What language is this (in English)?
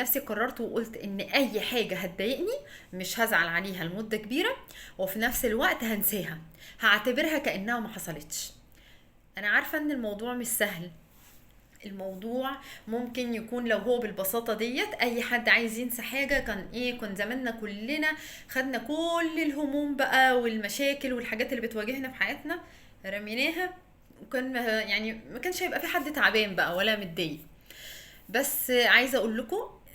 Egyptian Arabic